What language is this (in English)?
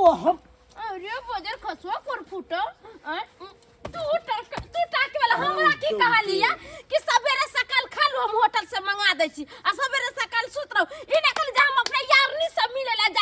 Maithili